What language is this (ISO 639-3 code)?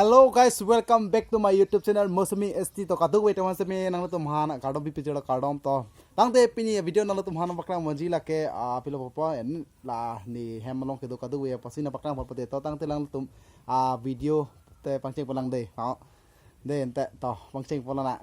mjw